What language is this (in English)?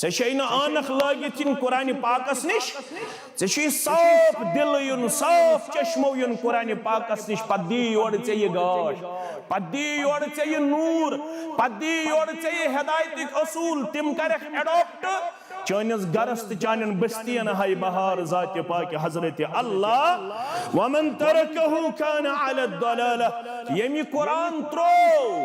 Kashmiri